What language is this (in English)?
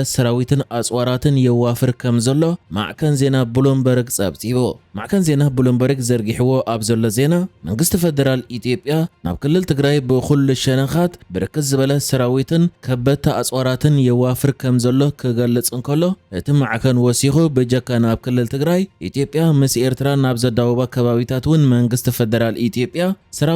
Tigrinya